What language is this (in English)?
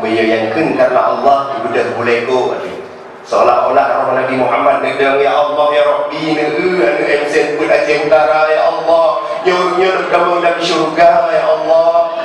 Achinese